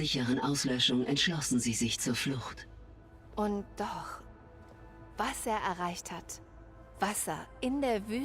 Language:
Bavarian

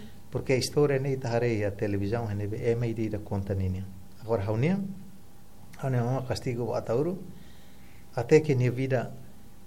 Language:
Tetum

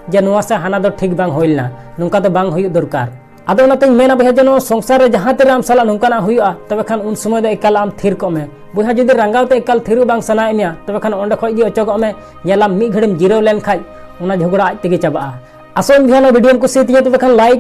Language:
Santali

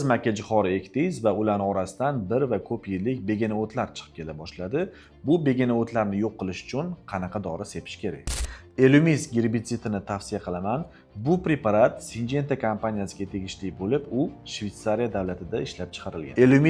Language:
Uzbek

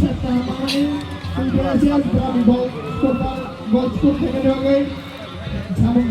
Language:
Kok Borok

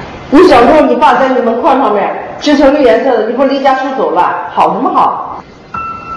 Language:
Chinese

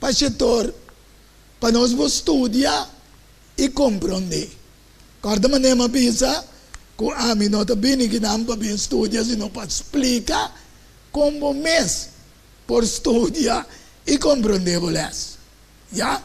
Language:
Papiamento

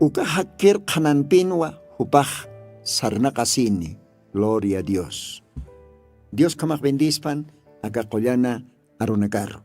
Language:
Aymara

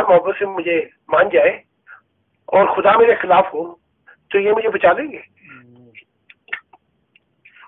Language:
Urdu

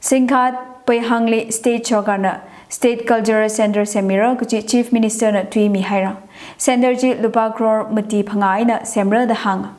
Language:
Tangkhul Naga (India)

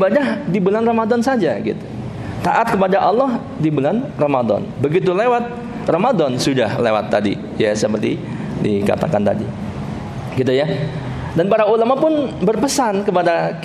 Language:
Indonesian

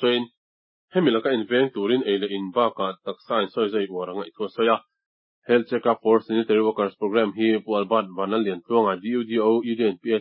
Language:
Mizo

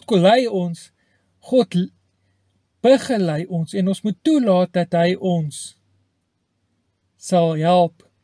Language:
Afrikaans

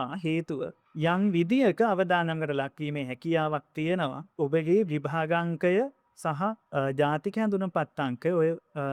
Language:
Sinhala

